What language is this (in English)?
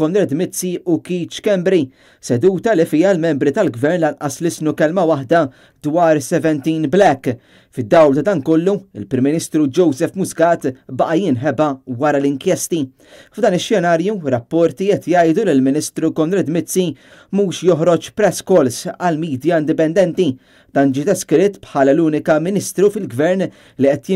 Maltese